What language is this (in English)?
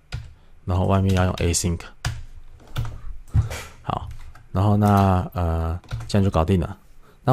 Chinese